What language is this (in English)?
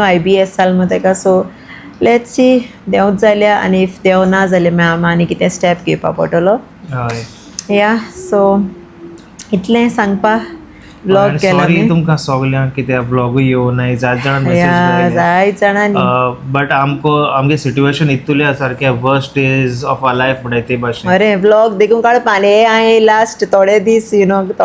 Konkani